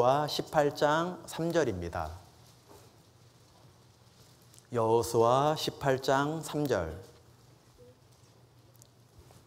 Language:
Korean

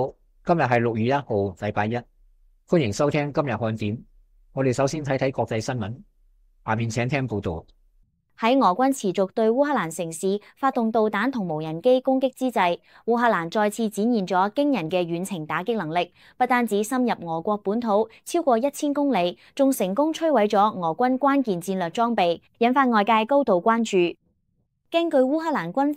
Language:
Cantonese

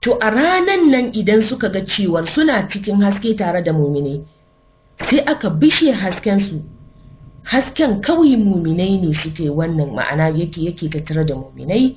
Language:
Hausa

